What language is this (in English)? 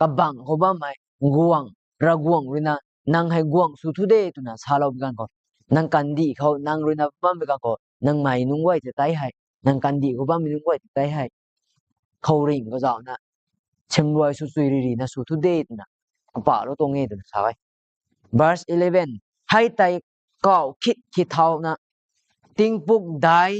Rongmei Naga